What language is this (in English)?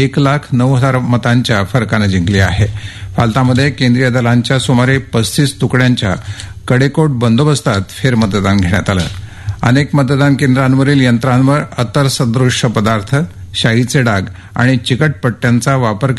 Marathi